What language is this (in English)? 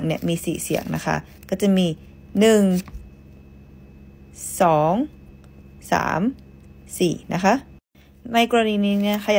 Thai